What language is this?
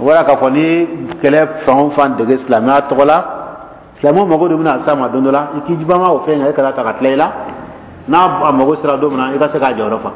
Dyula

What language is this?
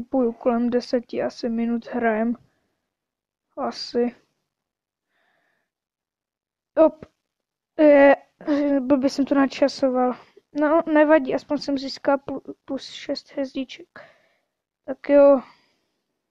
Czech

